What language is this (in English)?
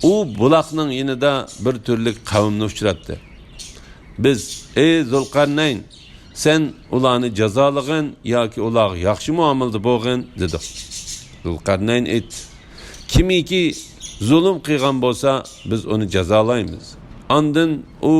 Uyghur